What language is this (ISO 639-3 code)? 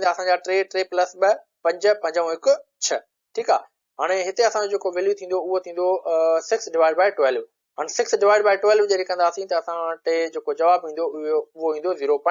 snd